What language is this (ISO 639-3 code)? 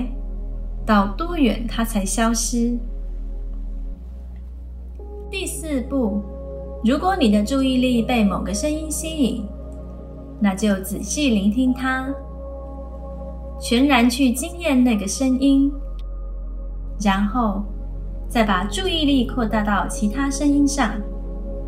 zho